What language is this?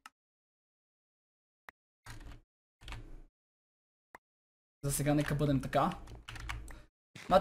Bulgarian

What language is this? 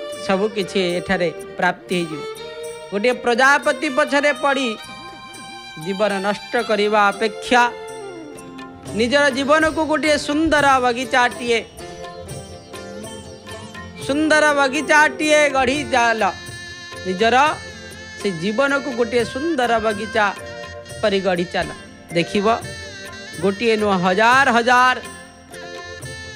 Odia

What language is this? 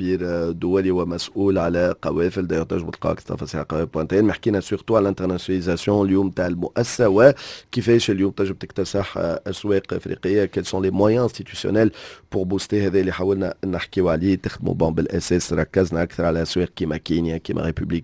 Tunisian Arabic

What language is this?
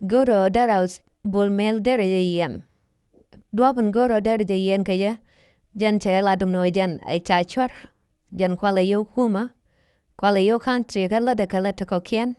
Nuer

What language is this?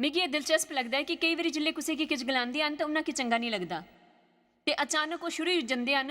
Dogri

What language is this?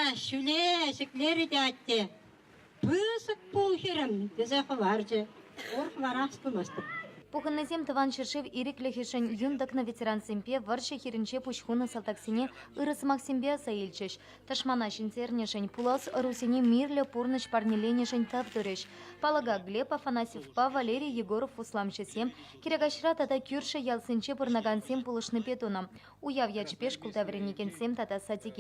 Chuvash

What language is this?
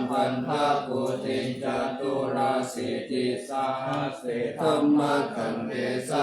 Pali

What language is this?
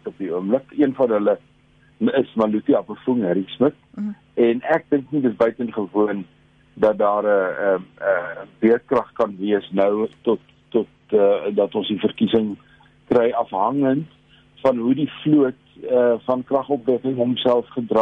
Afrikaans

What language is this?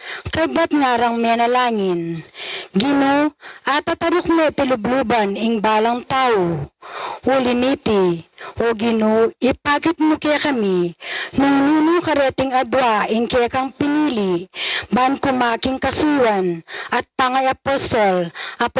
Pampanga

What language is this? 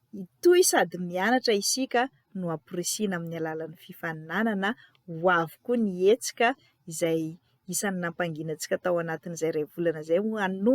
Malagasy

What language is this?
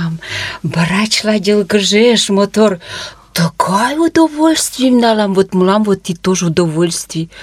Mari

